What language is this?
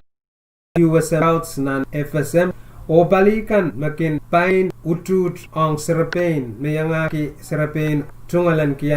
Pohnpeian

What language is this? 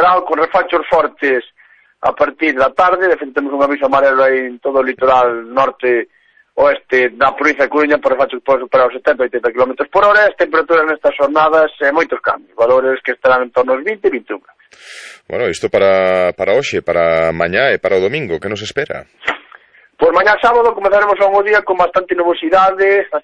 Galician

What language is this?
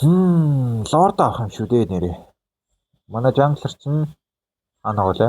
Mongolian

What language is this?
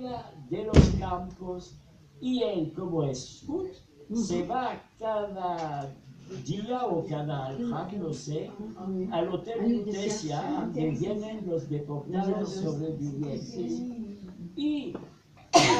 Ladino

